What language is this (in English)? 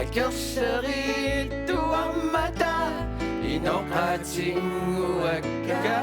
Kalaallisut